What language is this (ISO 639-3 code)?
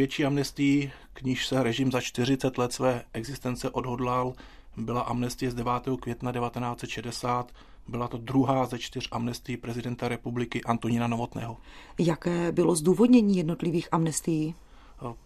ces